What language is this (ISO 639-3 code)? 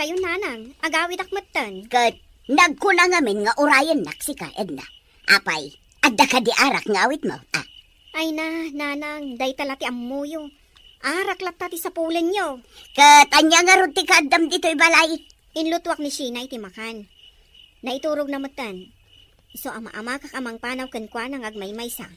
ilo